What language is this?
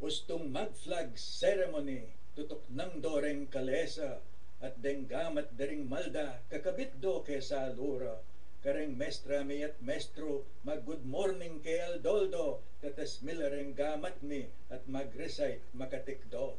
Pampanga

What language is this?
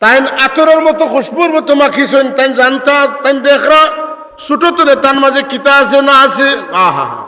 Sylheti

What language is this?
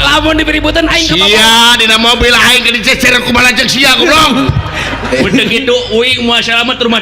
Sundanese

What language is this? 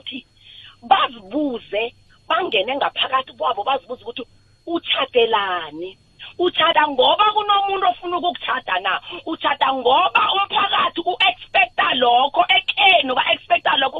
South Ndebele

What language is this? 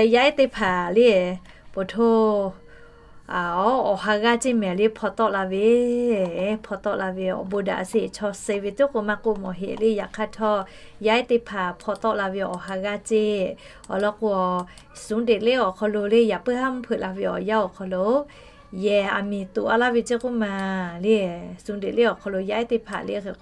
Lahu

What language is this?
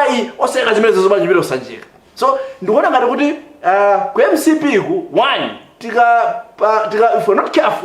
Nyanja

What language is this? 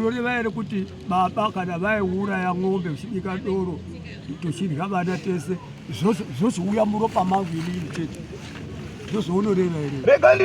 Shona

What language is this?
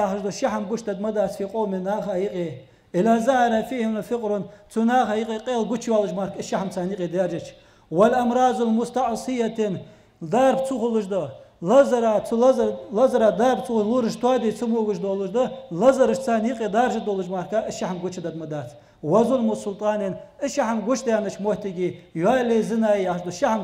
Ingush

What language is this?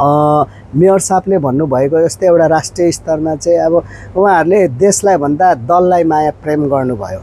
Nepali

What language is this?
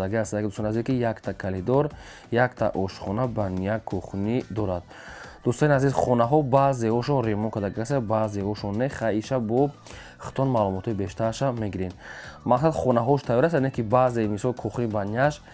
Tajik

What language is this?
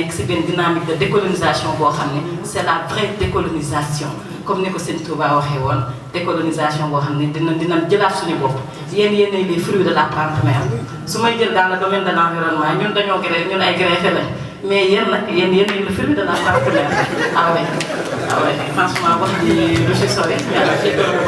Wolof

